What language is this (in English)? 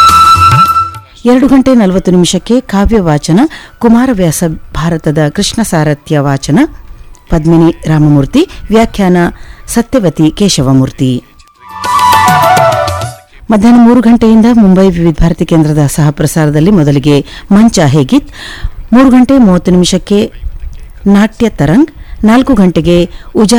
Kannada